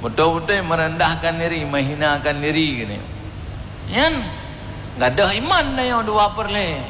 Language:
Achinese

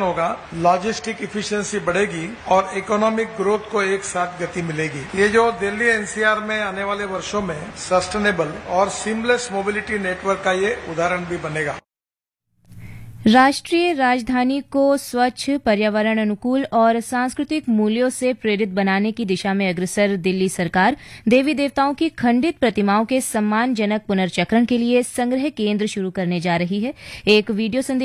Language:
Hindi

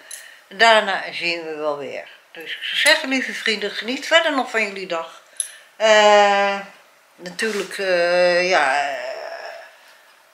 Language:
Dutch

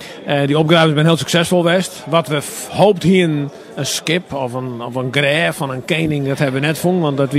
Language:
Western Frisian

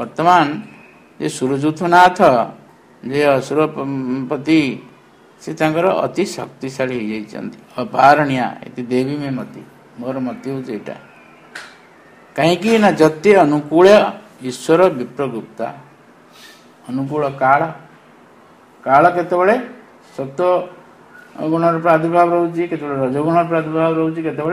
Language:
Odia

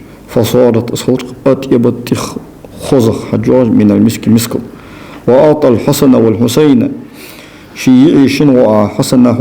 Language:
Ingush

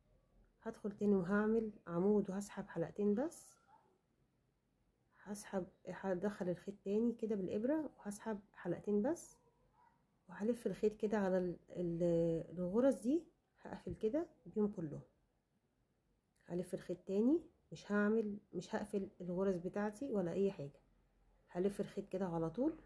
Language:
Egyptian Arabic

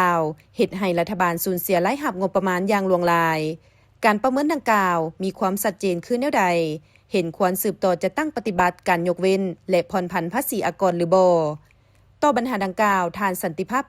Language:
Lao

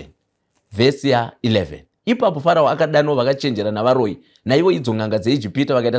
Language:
Shona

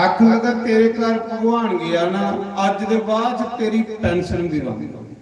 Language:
Dogri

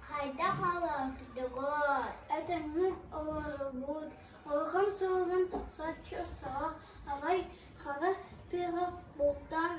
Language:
Yakut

